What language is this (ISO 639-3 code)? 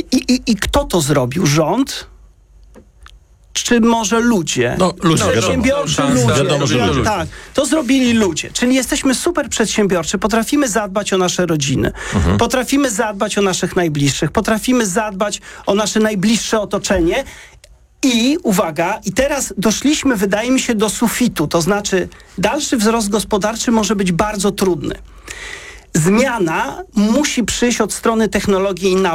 pol